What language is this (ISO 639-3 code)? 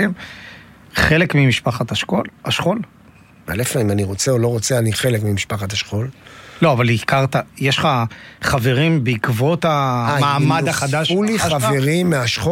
heb